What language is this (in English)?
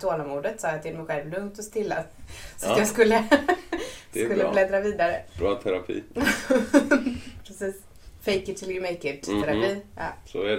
Swedish